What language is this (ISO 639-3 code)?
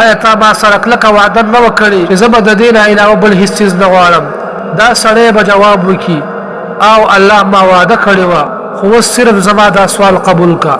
pus